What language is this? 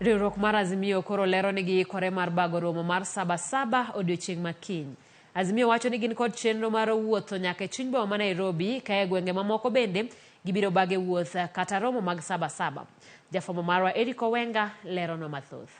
Luo (Kenya and Tanzania)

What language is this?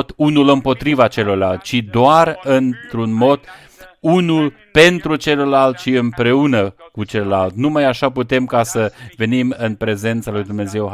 Romanian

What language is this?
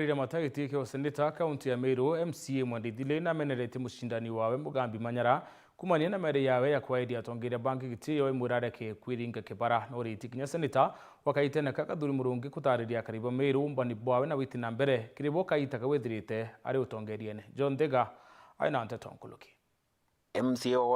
Meru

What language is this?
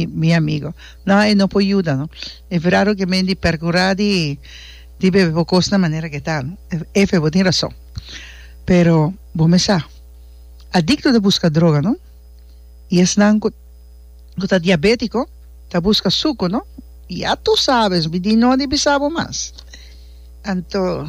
Papiamento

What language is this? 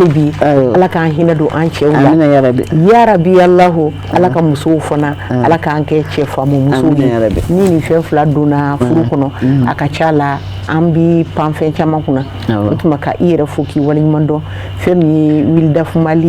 Bambara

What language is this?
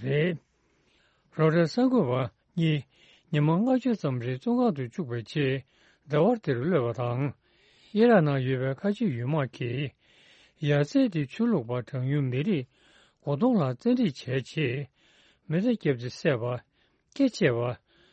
Tibetan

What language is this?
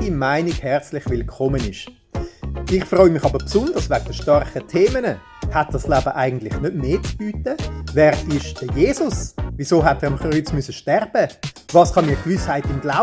Swiss German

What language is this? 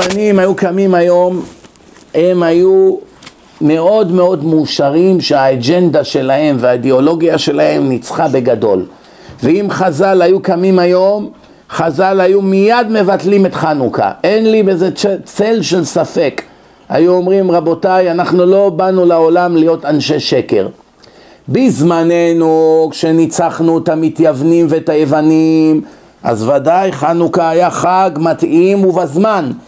Hebrew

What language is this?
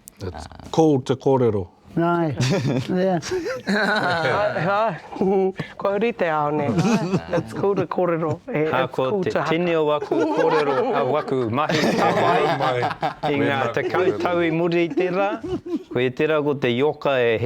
Māori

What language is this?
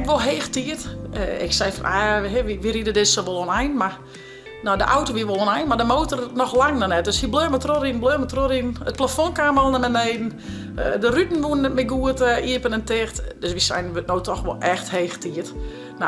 Western Frisian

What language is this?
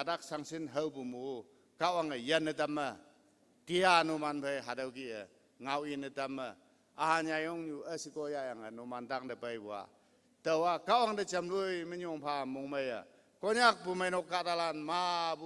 Konyak Naga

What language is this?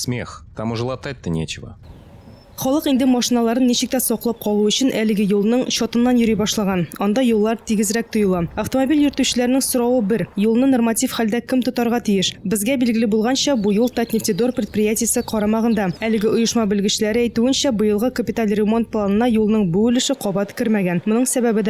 Tatar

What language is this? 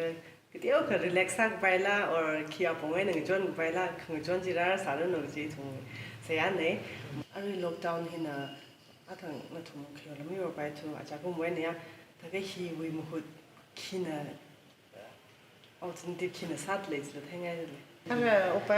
Tangkhul Naga (India)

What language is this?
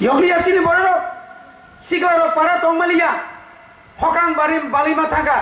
Kok Borok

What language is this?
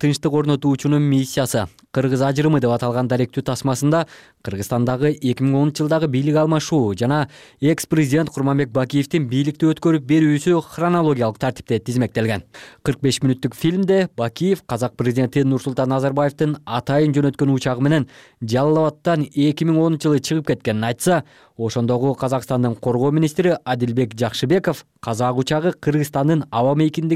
Kyrgyz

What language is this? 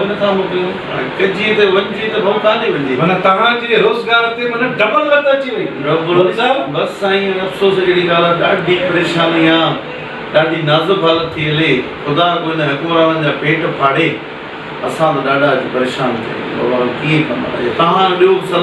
Sindhi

